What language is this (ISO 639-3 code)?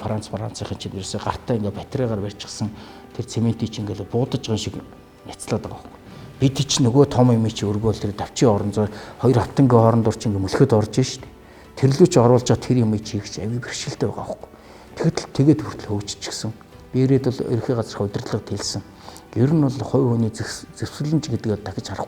mon